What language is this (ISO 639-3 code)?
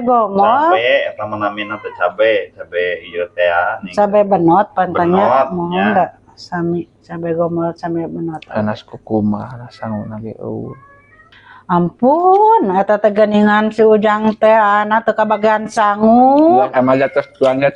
sun